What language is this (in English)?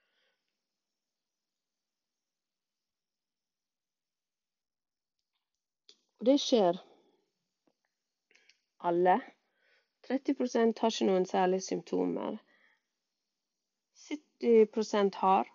Norwegian